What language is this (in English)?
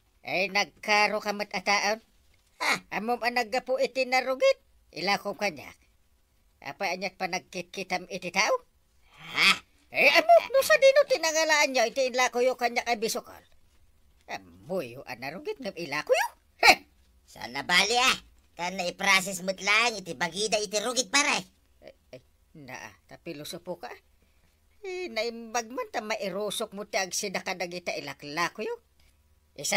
Iloko